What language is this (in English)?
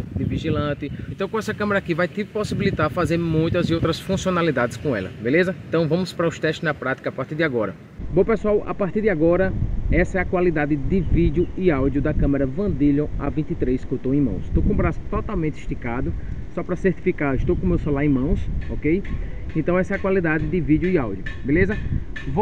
Portuguese